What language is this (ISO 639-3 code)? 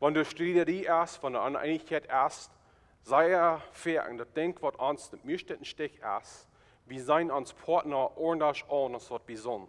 pdt